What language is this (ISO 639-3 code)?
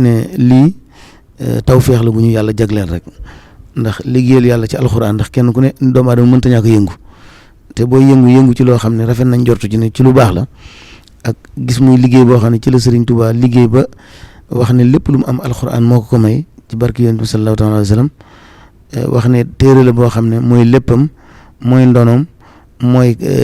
wol